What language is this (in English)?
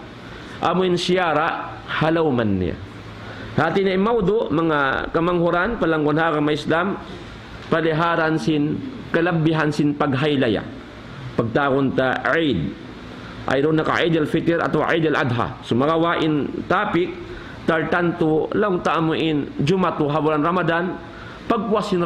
Tausug